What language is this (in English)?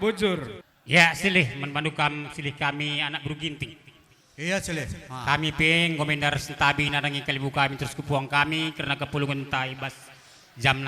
Batak Karo